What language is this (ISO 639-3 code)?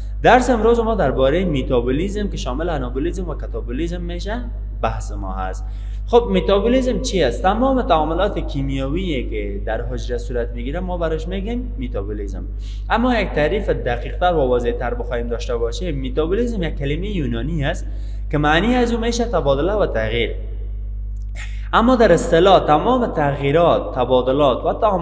fas